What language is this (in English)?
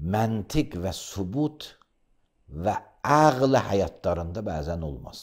Azerbaijani